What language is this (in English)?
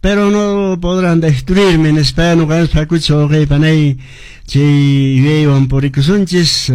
Quechua